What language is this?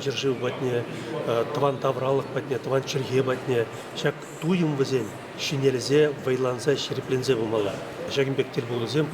Chuvash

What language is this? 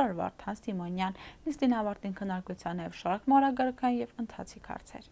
Western Armenian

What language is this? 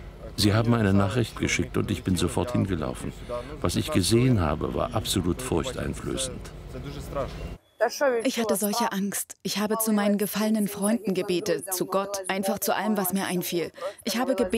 German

